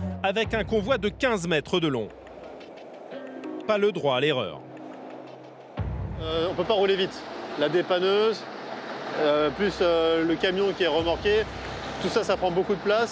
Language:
French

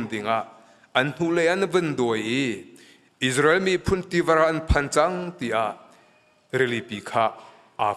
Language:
Hakha Chin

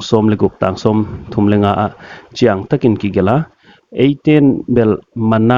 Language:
Paite Chin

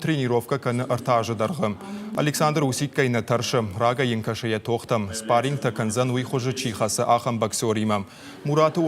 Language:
Ossetic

